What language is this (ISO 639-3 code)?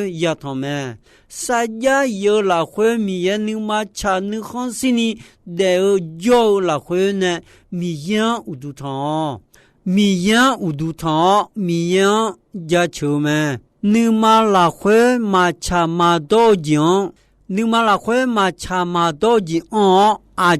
ahk